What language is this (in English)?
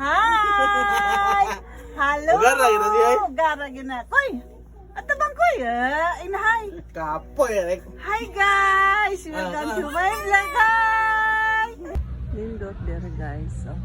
Cebuano